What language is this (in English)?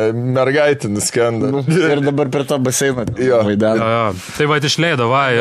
Lithuanian